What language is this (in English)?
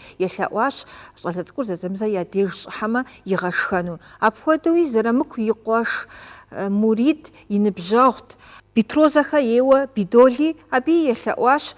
Kabardian